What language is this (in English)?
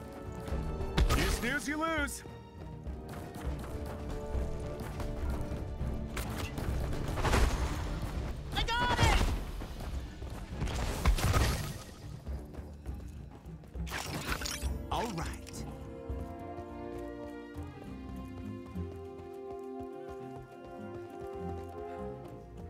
English